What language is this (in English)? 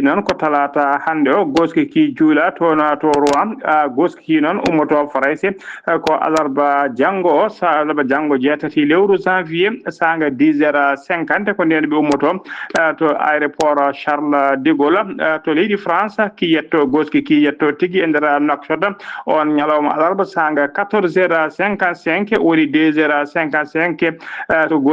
Fula